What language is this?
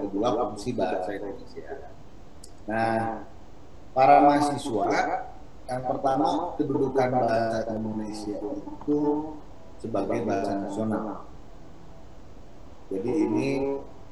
Indonesian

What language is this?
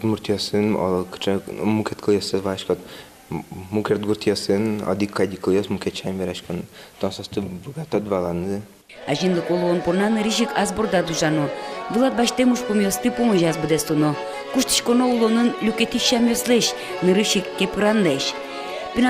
Udmurt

